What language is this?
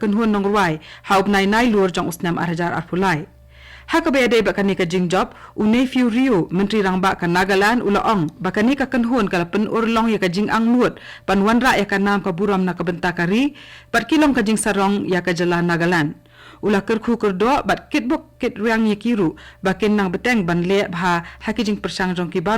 Khasi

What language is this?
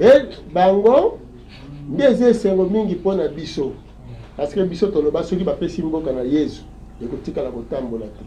Lingala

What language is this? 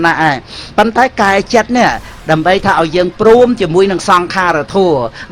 Khmer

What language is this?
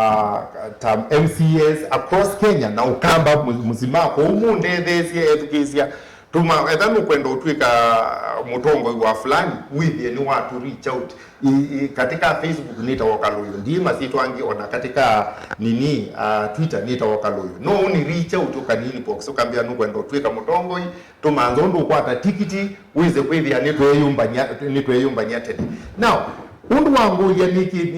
Kamba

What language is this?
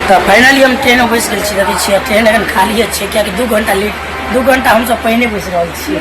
Maithili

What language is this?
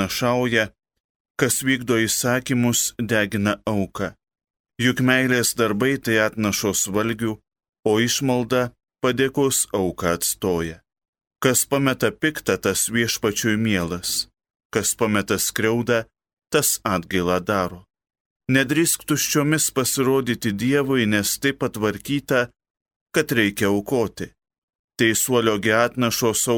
Lithuanian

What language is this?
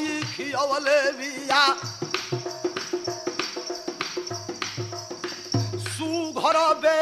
Bhojpuri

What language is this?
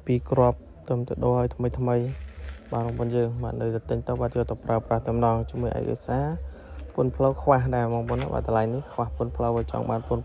Khmer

